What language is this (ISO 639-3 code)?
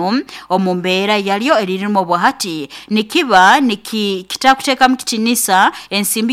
nyo